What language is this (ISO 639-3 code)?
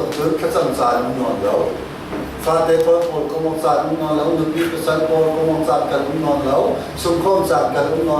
cfm